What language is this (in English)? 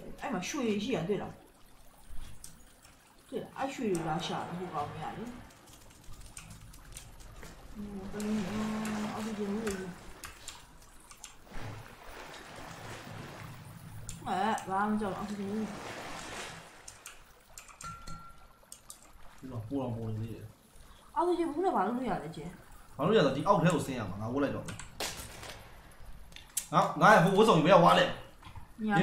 Burmese